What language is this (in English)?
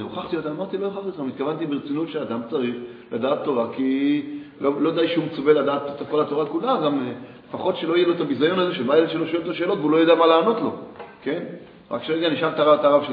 Hebrew